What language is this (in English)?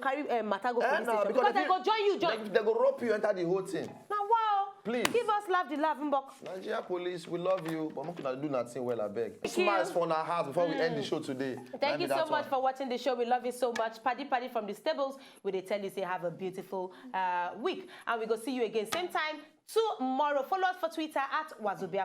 Nigerian Pidgin